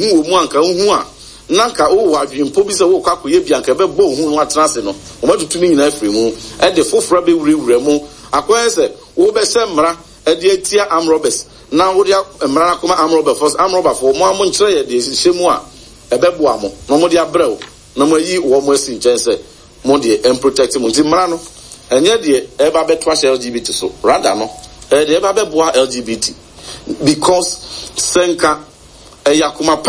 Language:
Akan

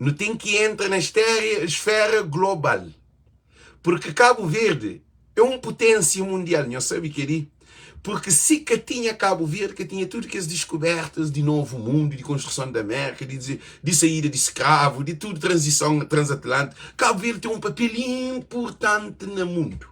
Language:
Kabuverdianu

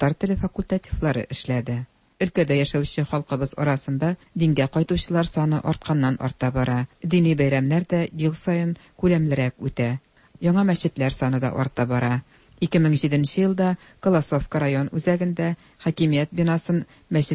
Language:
Tatar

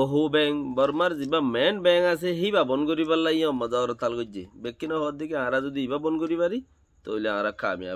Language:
Rohingya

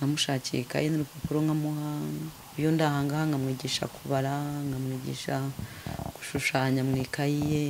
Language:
Kinyarwanda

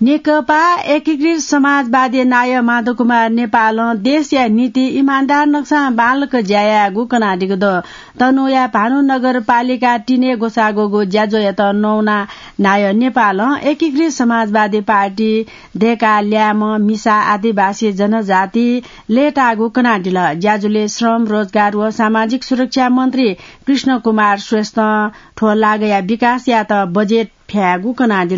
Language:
Newari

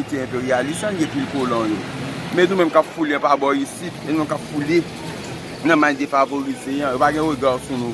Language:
Haitian Creole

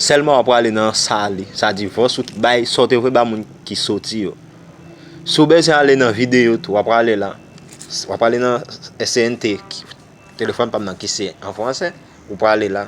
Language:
Haitian Creole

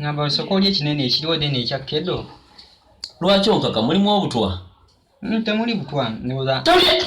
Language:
Ganda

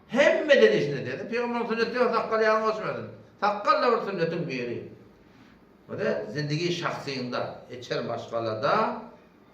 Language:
Turkmen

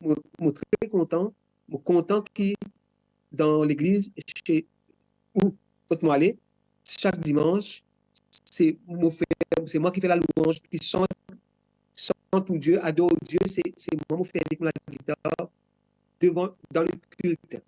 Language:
Morisyen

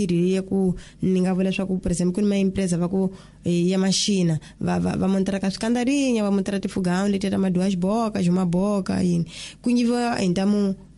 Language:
Tsonga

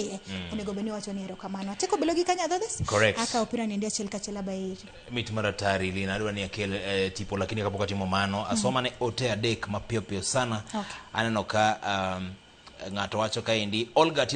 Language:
Luo (Kenya and Tanzania)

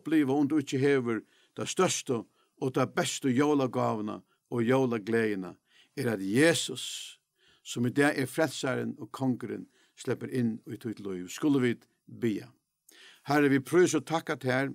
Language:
Faroese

